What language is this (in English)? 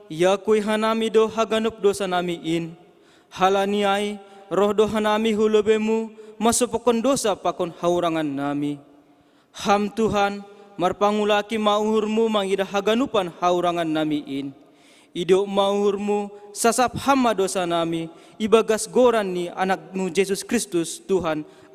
Batak Simalungun